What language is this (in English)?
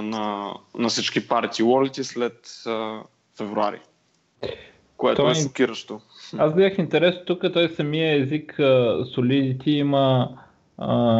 Bulgarian